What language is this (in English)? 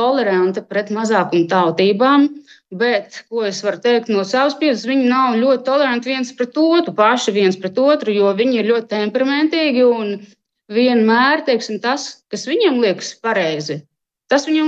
Latvian